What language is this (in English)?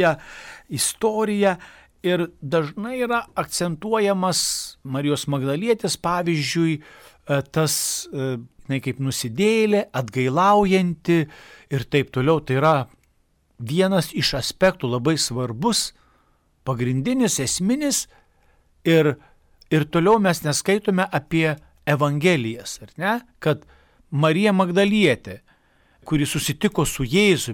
Lithuanian